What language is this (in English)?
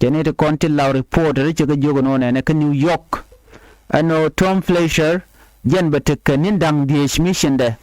Nuer